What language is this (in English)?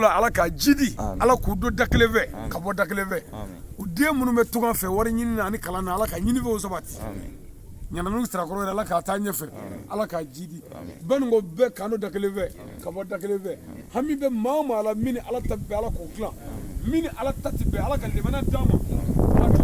Bambara